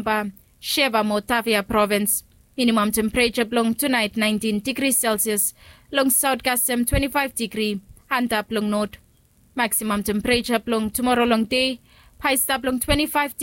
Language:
Bislama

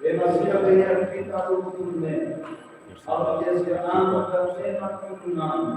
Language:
Tetum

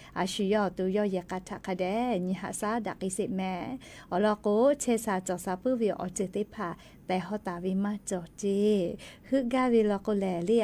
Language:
Lahu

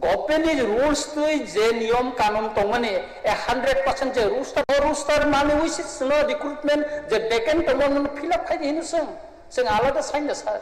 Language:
Kok Borok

